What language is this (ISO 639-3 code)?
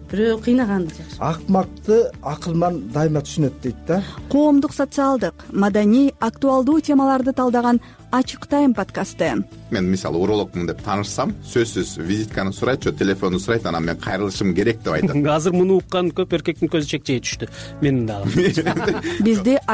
kir